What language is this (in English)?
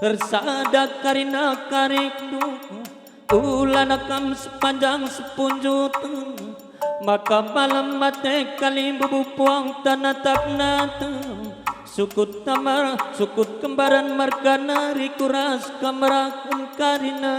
Batak Karo